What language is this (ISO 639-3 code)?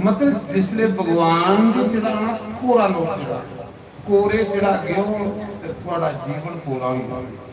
doi